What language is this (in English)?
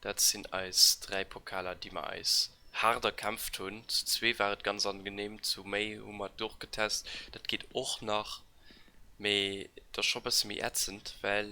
Luxembourgish